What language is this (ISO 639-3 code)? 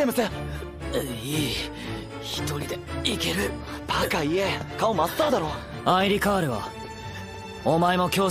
jpn